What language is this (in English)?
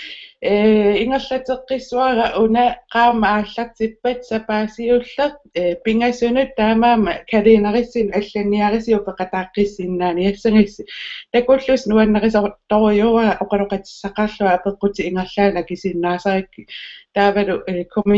Kalaallisut